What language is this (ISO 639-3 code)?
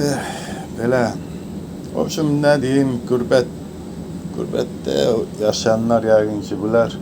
aze